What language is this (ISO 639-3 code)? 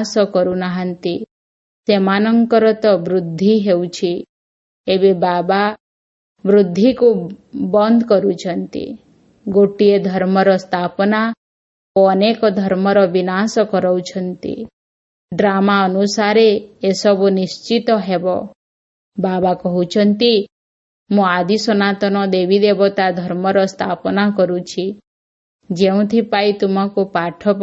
ori